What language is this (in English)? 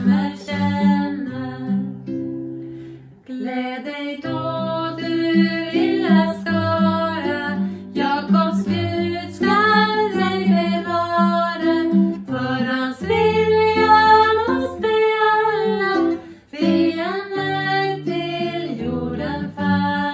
Swedish